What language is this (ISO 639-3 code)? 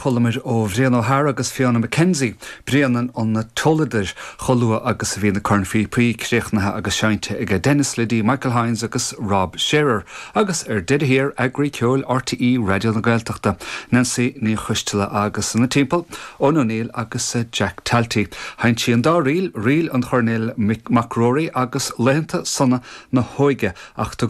gle